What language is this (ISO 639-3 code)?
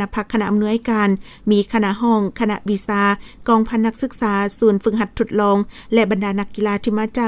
lao